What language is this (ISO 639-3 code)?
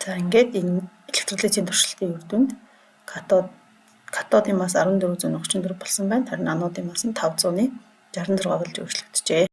mon